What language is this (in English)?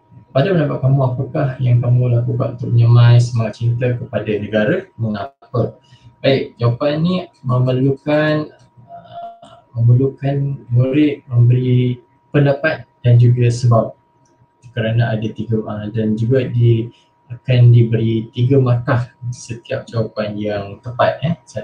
Malay